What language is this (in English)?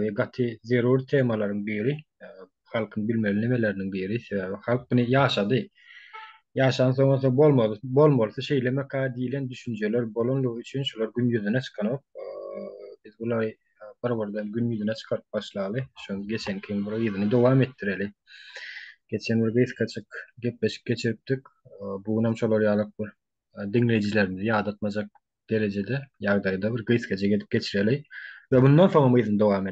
Turkmen